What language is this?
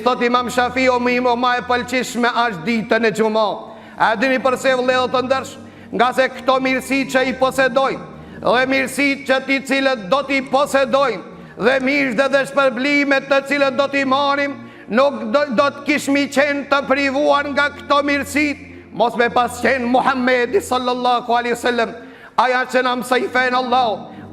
Albanian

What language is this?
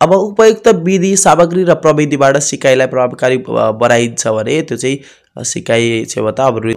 Nepali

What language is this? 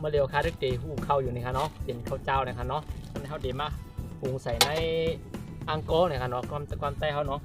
Shan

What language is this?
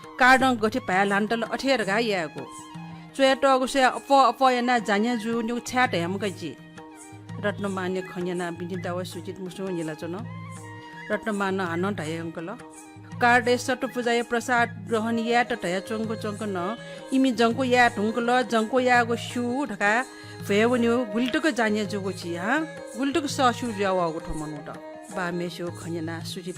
Newari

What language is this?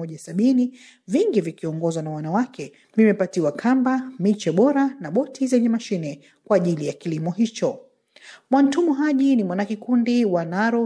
Swahili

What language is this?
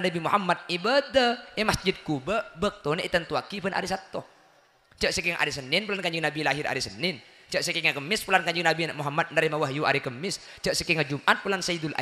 Madurese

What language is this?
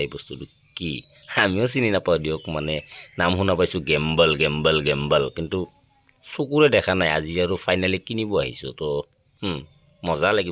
Assamese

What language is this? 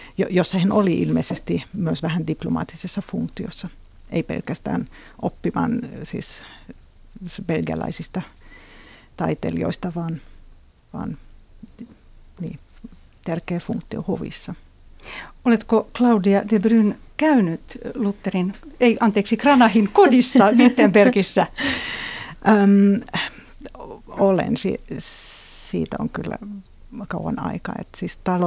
Finnish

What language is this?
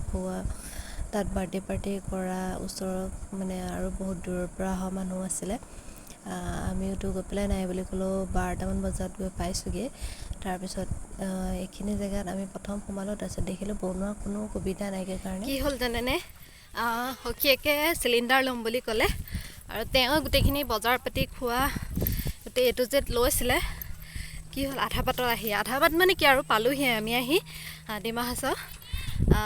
Assamese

